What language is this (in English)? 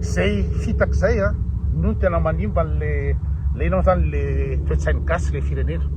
Malagasy